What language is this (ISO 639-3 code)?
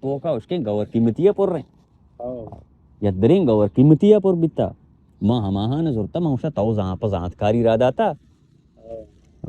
bal